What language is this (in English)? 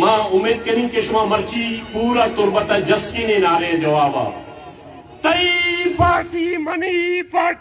Baluchi